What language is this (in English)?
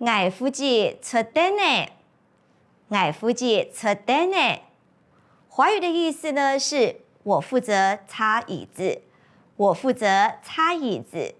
Hakka Chinese